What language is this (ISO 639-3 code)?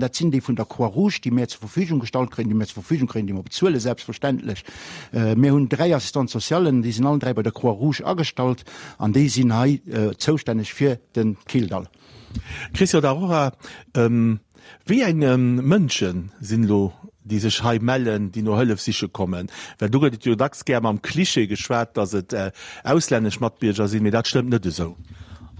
ltz